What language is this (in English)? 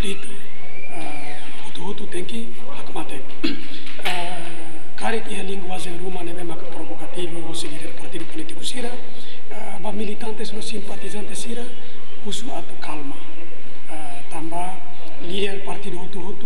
Tetum